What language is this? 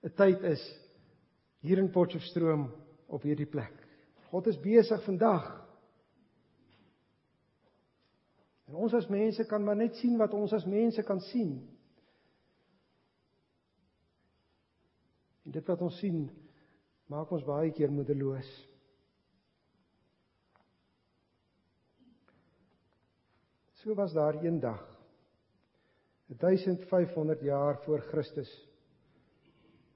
Afrikaans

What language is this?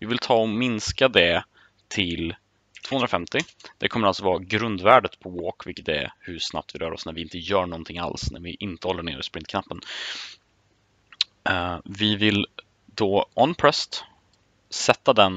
Swedish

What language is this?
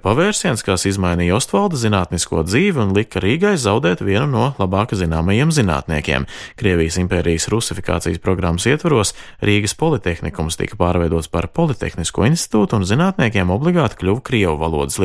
Latvian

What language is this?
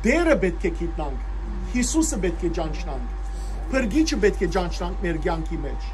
Western Armenian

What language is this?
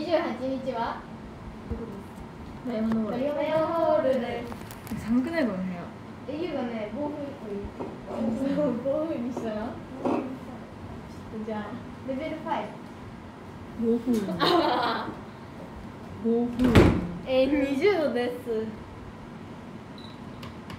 Japanese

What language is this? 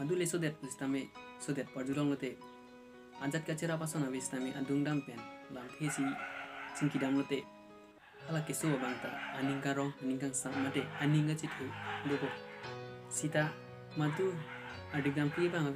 Karbi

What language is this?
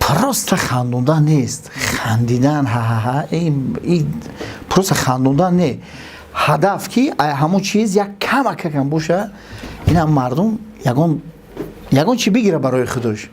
Tajik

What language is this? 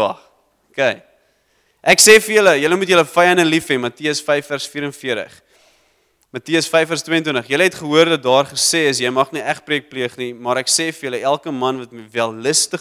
Afrikaans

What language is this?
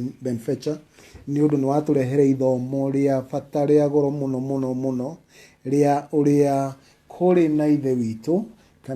Kikuyu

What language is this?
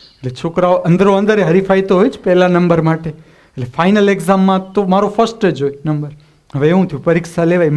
Gujarati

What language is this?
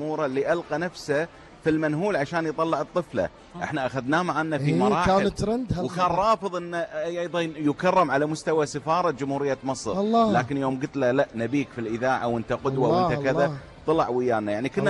Gulf Arabic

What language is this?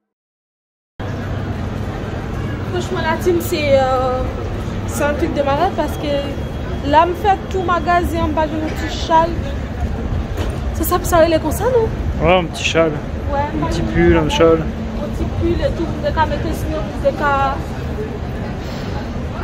French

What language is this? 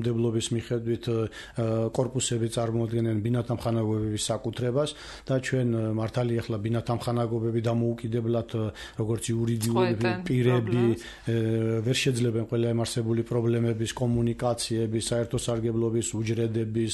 Georgian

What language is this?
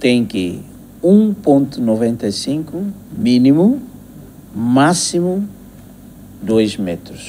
Tetum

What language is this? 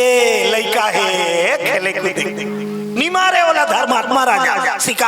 Chhattisgarhi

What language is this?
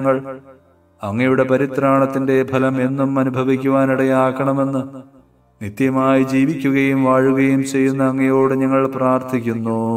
Malayalam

